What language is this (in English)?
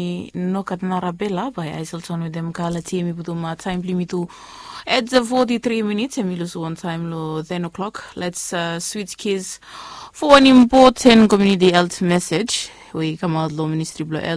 Bislama